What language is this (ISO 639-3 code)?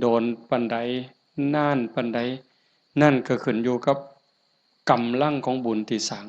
tts